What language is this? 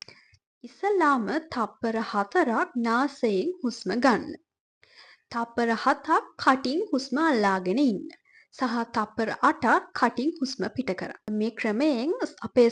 Sinhala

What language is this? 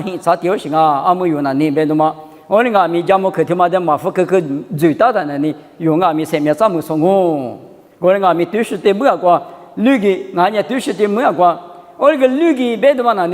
Lisu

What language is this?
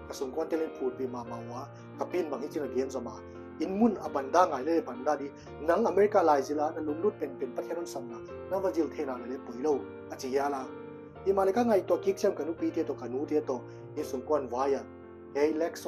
Paite Chin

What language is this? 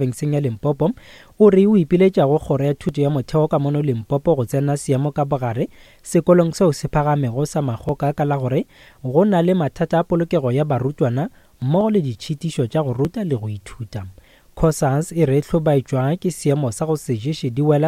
Northern Sotho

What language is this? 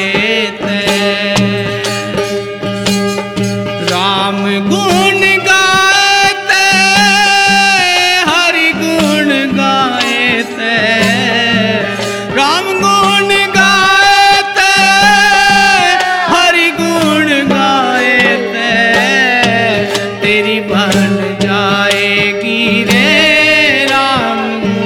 Hindi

